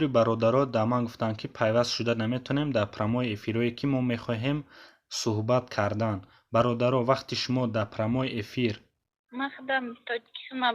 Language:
Tajik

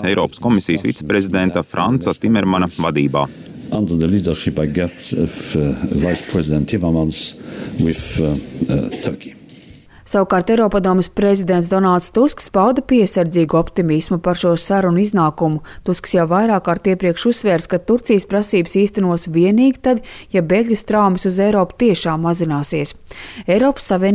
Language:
Latvian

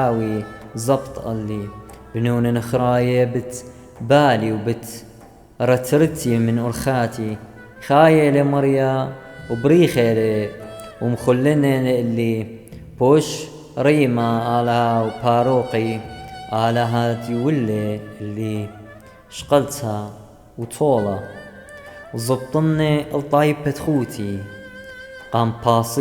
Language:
Assyrian Neo-Aramaic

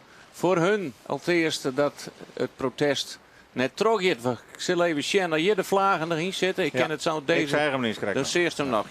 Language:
Western Frisian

